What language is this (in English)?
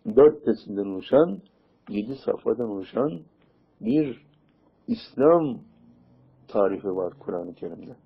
Turkish